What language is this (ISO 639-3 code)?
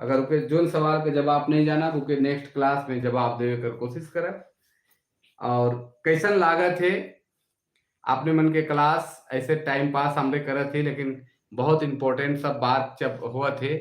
sck